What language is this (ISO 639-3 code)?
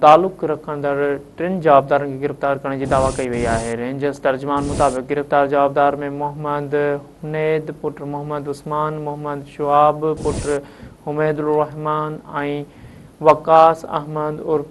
snd